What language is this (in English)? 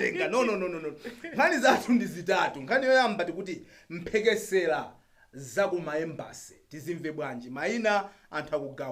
Nyanja